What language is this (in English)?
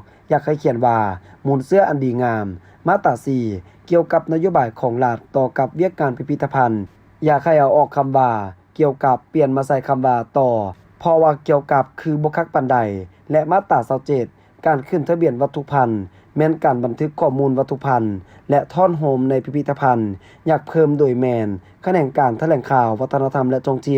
Lao